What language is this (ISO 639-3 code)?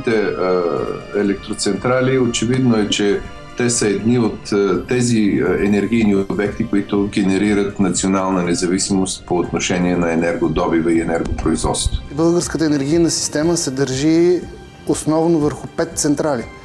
bul